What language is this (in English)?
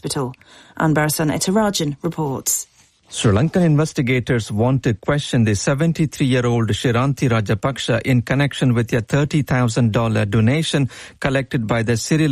English